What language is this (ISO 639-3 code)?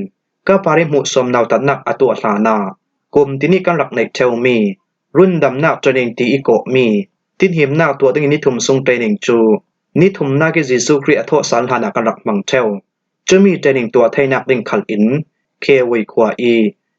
cfm